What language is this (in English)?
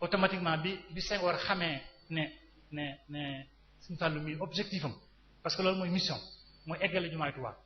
Wolof